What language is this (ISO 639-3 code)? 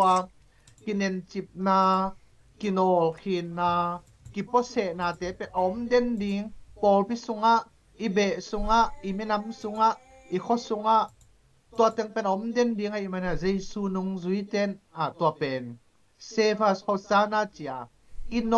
ctd